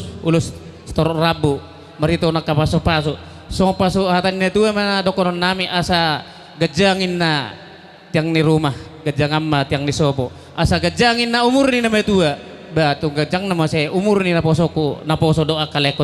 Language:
Batak Toba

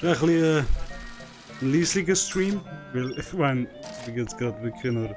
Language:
Swiss German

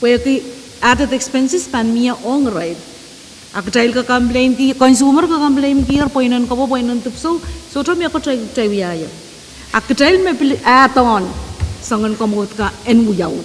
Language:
Pohnpeian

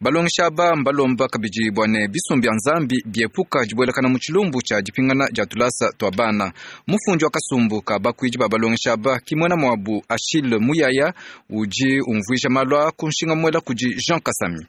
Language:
Luba-Lulua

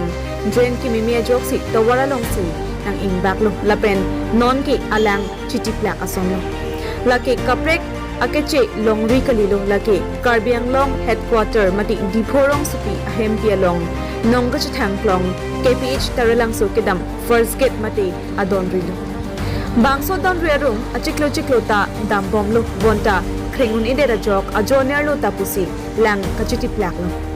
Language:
Karbi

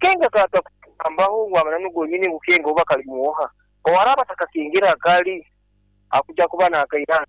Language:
Nyankole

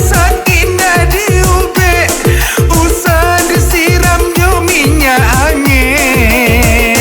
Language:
Minangkabau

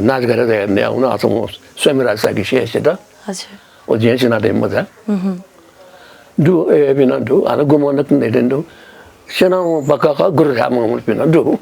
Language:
Newari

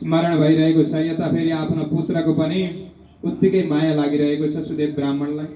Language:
Nepali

